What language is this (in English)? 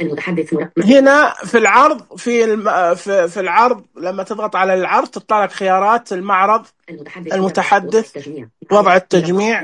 Najdi Arabic